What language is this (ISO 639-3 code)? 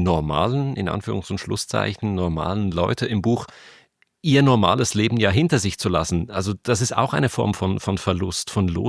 gsw